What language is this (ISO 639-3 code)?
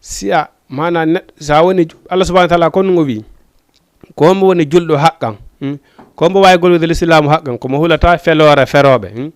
ful